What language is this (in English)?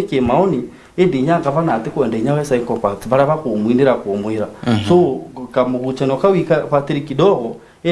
Meru